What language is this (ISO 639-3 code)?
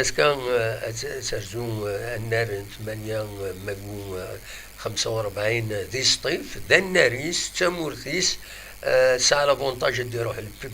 kab